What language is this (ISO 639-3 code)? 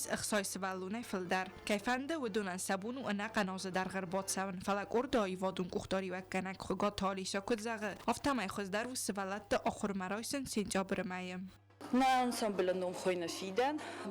oss